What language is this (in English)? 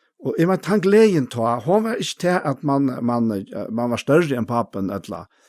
Faroese